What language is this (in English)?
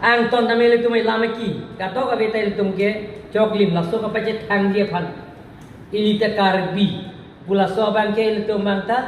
Karbi